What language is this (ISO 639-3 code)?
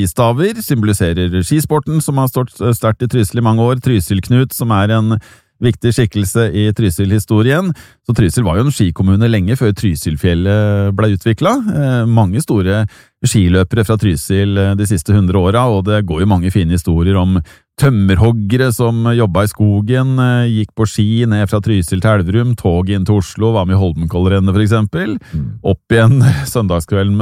nor